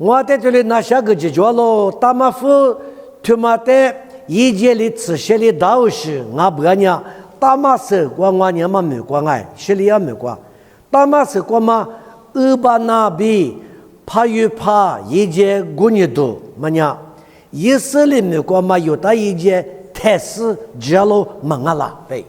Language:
Lisu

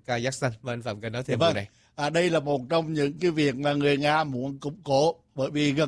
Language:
Vietnamese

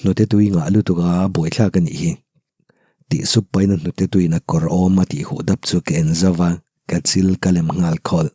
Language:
Mizo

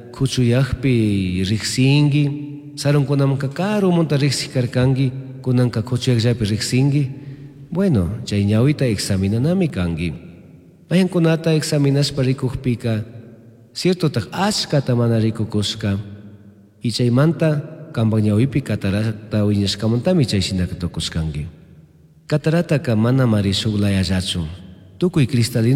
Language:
Chimborazo Highland Quichua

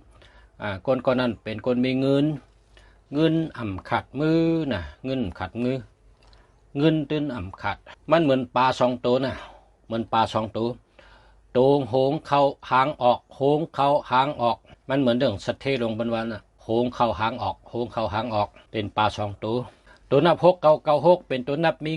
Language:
Shan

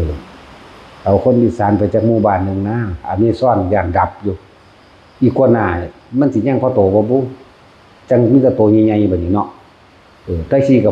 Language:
Northeastern Thai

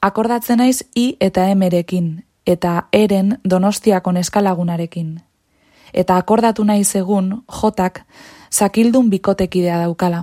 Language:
Basque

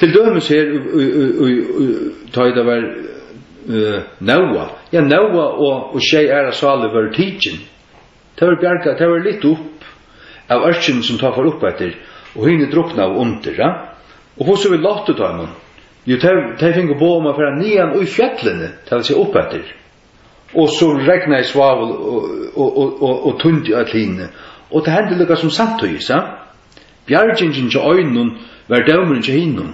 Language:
Faroese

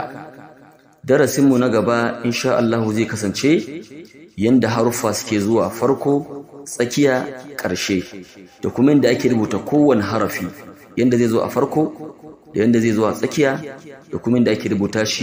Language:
Hausa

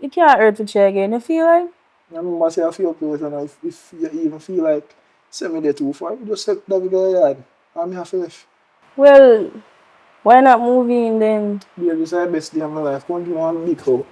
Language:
Jamaican Creole English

